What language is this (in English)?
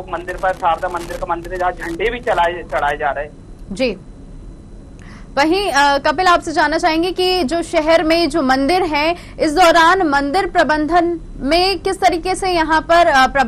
Hindi